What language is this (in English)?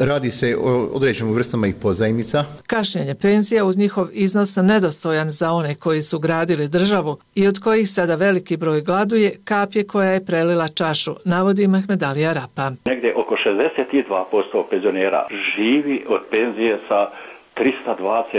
Bosnian